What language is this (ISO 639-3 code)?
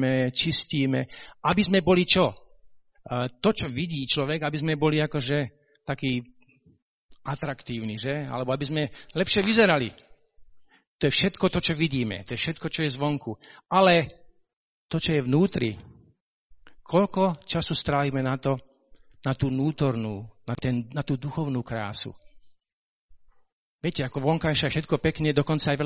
slk